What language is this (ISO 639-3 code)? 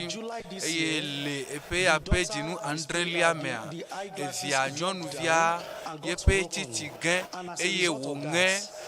ewe